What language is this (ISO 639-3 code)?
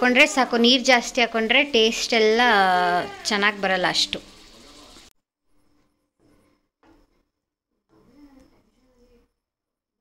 kan